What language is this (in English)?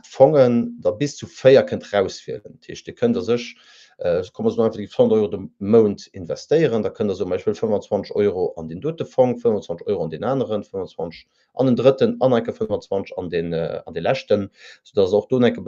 Luxembourgish